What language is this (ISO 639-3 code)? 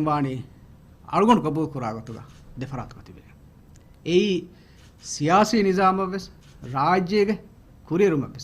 div